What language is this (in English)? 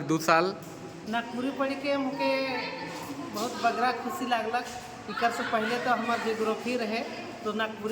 Sadri